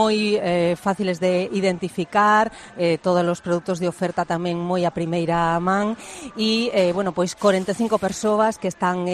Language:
Galician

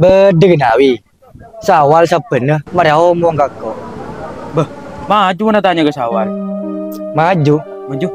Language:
Madurese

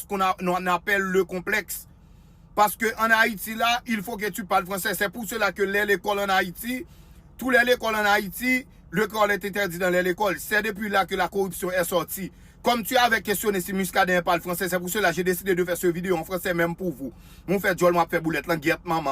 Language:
Haitian Creole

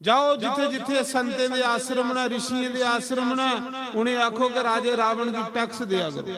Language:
Dogri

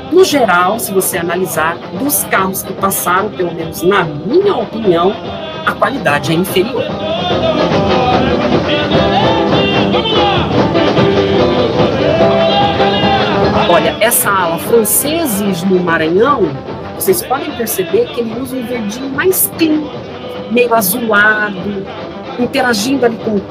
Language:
Portuguese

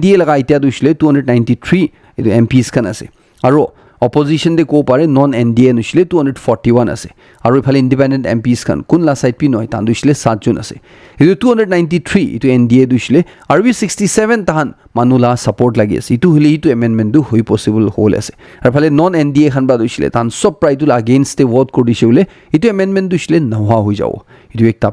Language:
Naga Pidgin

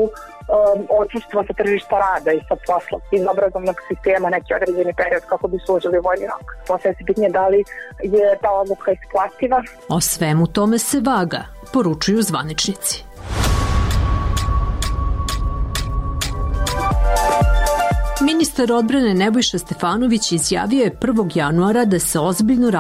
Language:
Serbian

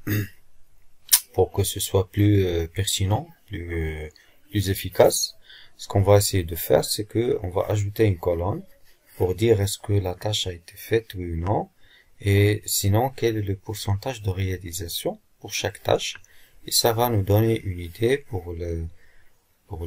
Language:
French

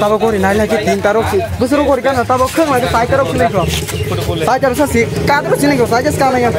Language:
Kok Borok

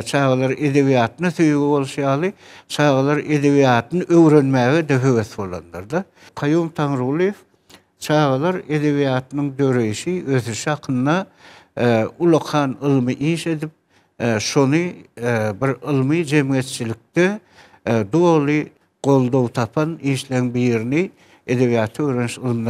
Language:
Turkmen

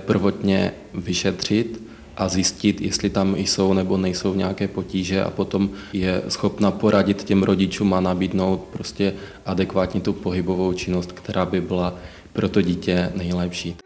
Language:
Czech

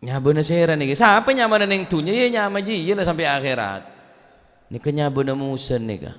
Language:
Madurese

